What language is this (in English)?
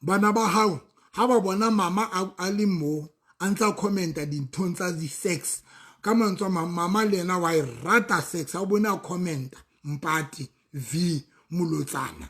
Southern Sotho